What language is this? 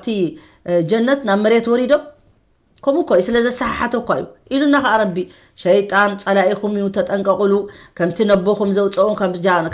Tigrinya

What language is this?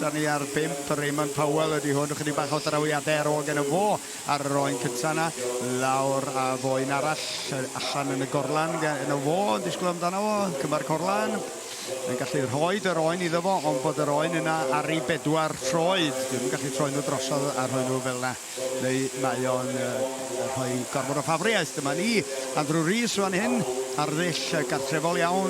Welsh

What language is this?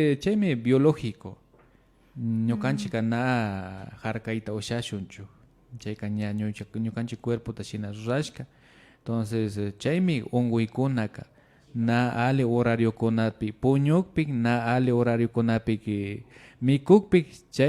Imbabura Highland Quichua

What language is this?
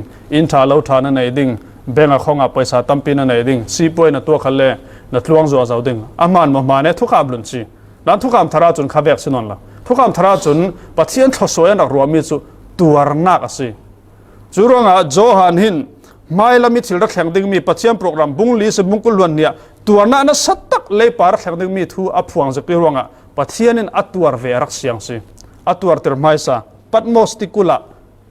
Falam Chin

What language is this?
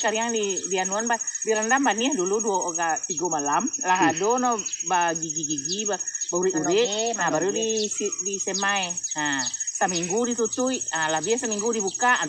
Minangkabau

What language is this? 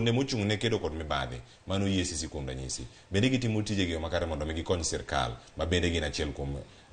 Luo (Kenya and Tanzania)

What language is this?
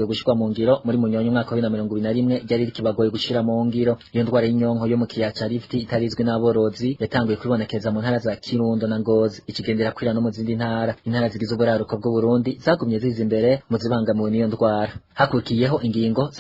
Rundi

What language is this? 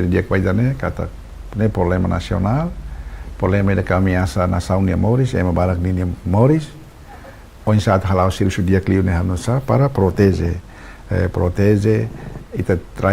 Tetum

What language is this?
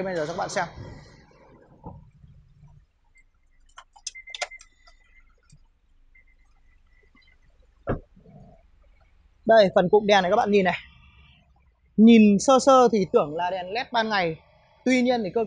Vietnamese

